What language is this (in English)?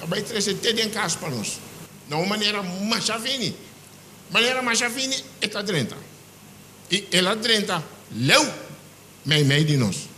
Papiamento